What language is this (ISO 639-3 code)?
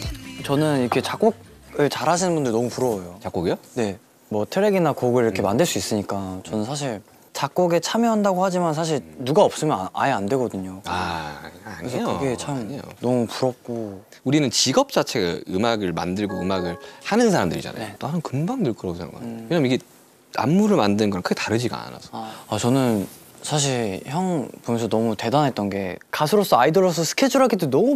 kor